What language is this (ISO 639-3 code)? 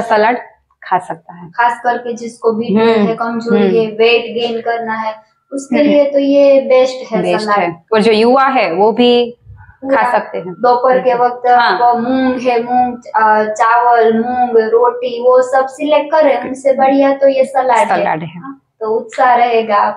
hin